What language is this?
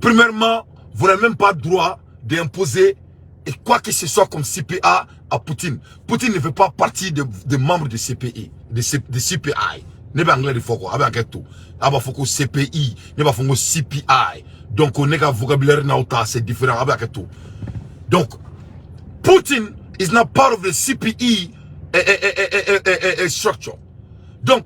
Bambara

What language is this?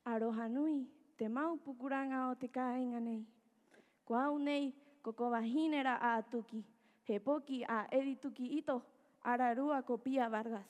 Rapanui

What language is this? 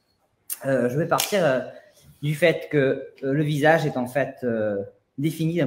French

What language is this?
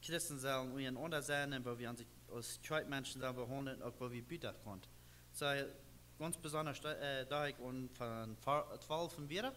Plautdietsch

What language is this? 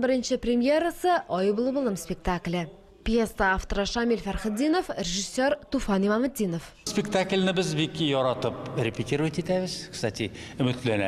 Tatar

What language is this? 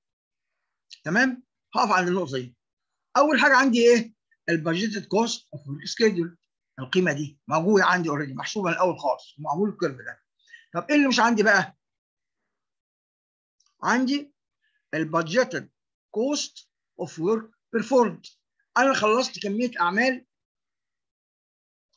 Egyptian Arabic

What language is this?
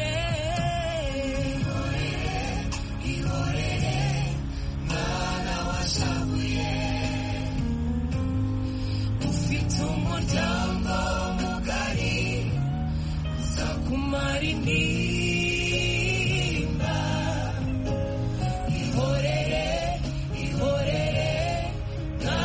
Kinyarwanda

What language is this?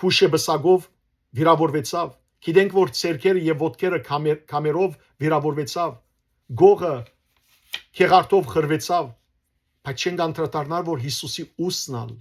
Western Armenian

